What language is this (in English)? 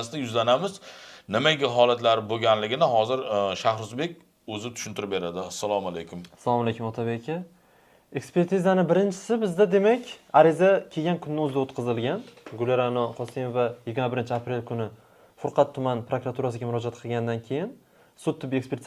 Uzbek